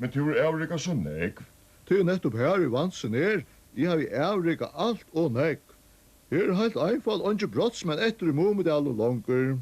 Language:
Faroese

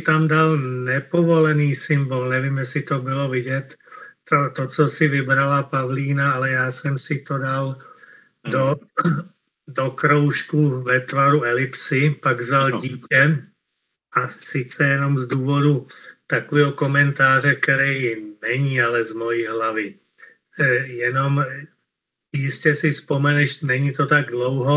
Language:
Czech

